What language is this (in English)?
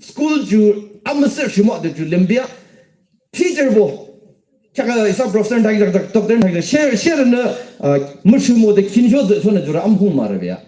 Yimchungru Naga